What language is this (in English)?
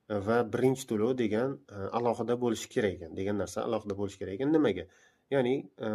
Uzbek